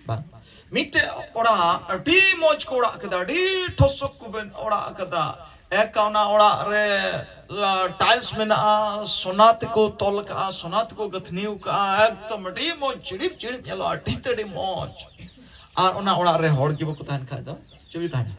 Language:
Santali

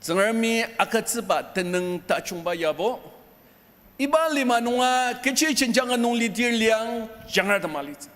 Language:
Ao Naga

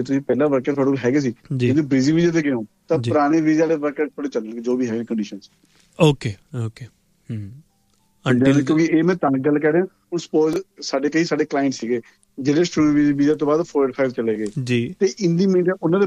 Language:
Punjabi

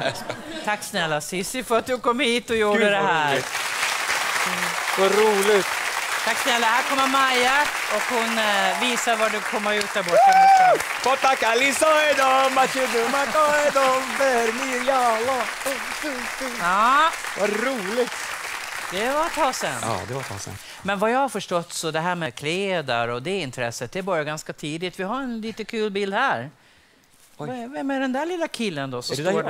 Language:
Swedish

